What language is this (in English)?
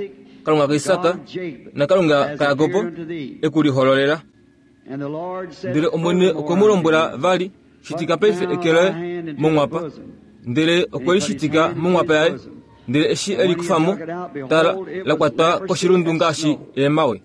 Kuanyama